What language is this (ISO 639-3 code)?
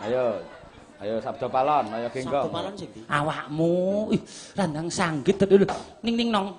jav